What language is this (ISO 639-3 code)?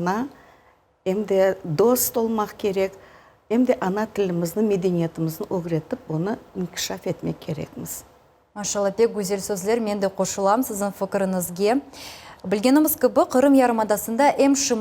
crh